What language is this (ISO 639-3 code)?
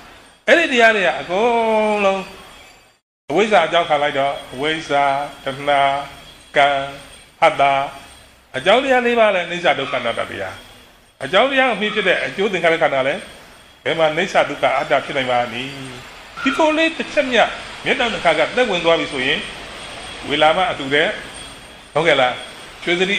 mya